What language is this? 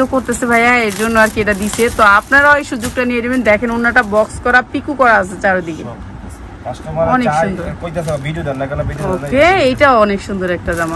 Bangla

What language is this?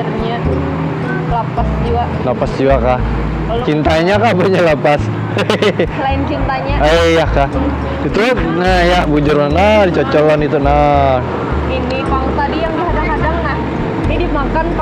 Banjar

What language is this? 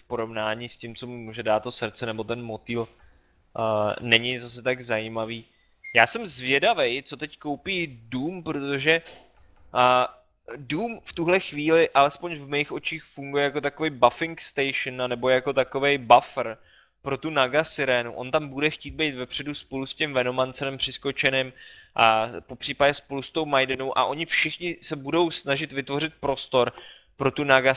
Czech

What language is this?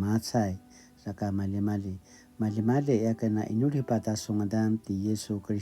Paiwan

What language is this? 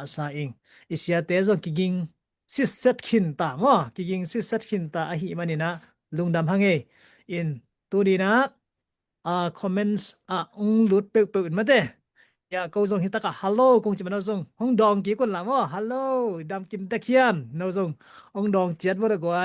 Tedim Chin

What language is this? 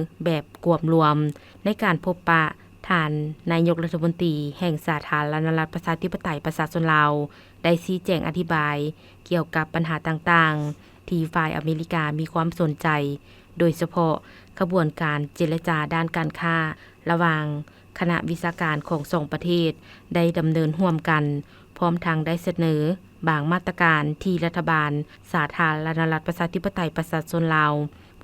Lao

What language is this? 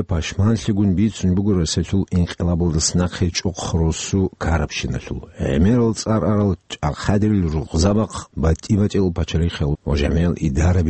Avaric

